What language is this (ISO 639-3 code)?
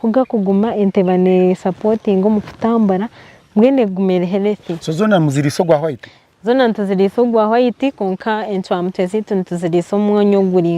nyn